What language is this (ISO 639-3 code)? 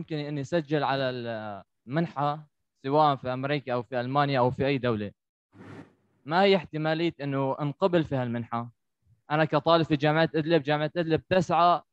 apc